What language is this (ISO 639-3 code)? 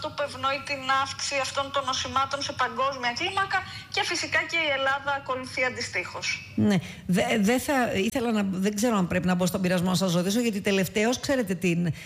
ell